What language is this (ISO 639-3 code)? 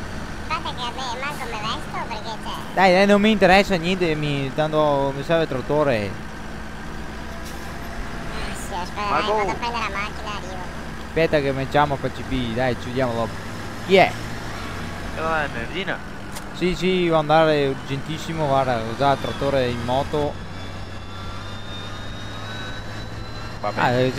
ita